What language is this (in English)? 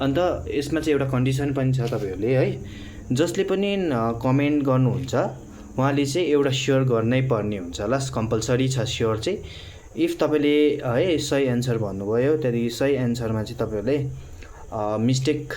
Nepali